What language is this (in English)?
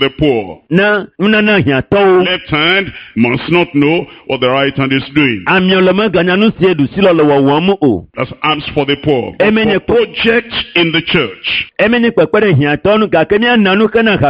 Ewe